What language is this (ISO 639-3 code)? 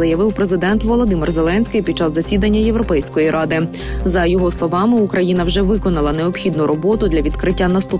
ukr